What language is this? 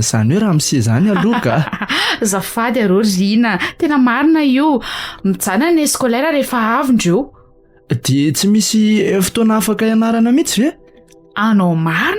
Malagasy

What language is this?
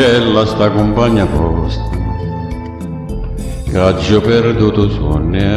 Italian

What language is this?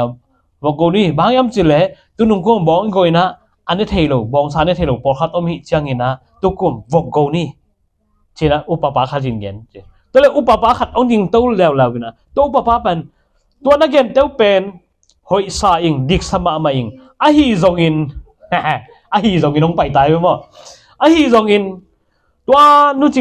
Tedim Chin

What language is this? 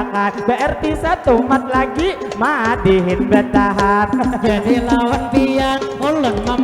Banjar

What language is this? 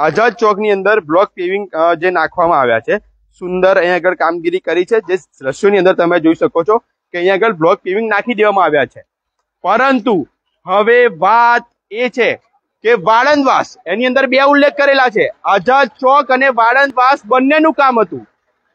Gujarati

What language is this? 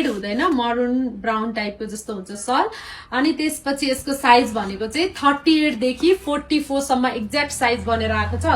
Nepali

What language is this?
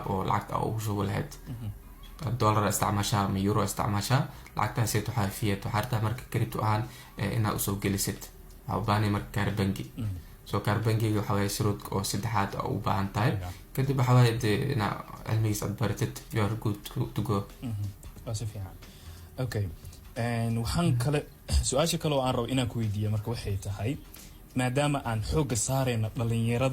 Somali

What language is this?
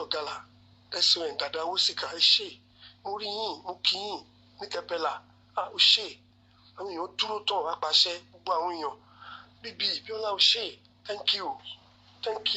Yoruba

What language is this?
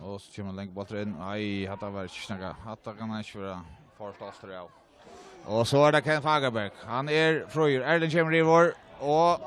Faroese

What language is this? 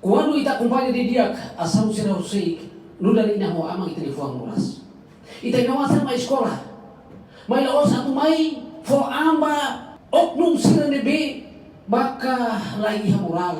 Tetum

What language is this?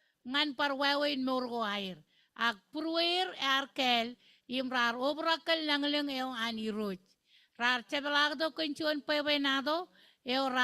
Marshallese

